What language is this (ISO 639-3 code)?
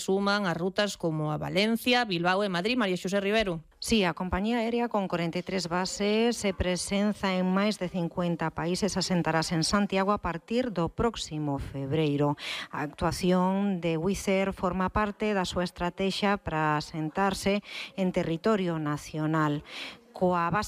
glg